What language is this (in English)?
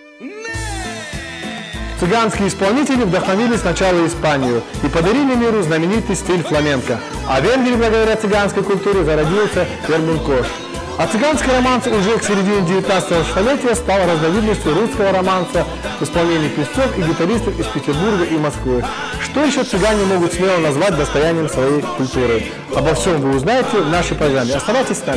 Russian